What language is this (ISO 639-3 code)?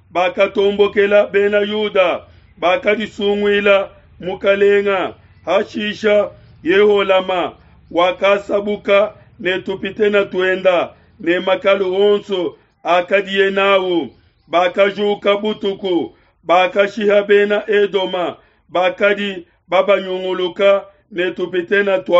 lua